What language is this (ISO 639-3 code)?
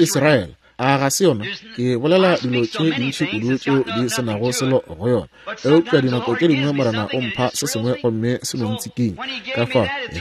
nso